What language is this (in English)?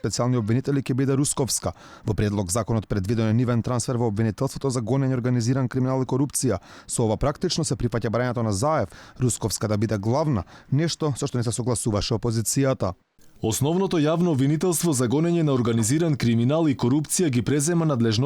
Macedonian